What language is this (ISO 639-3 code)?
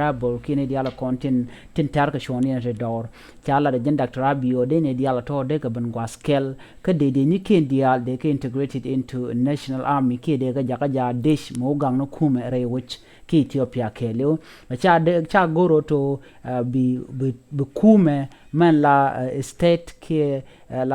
nus